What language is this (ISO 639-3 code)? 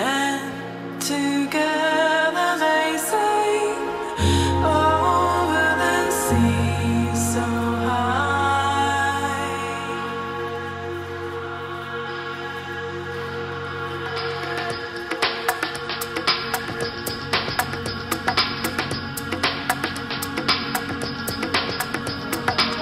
rus